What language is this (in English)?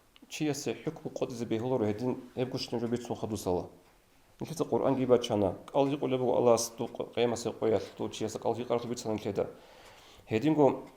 Avaric